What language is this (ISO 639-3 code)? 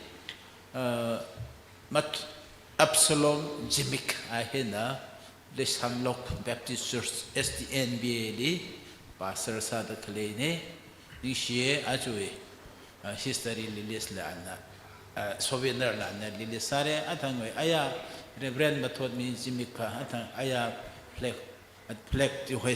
nmf